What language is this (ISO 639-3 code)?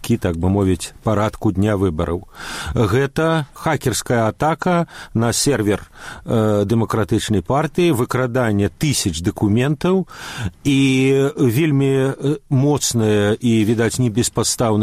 bel